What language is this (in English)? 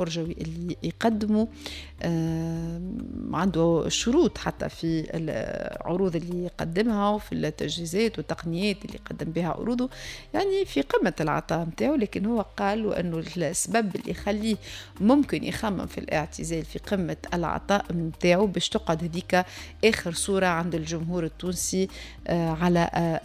Tunisian Arabic